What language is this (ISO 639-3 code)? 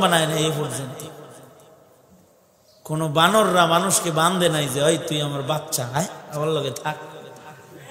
ben